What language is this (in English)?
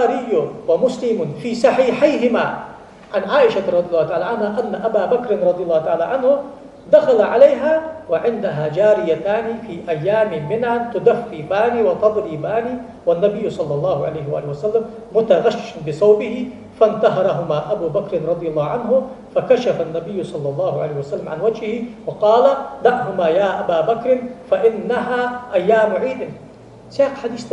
Ingush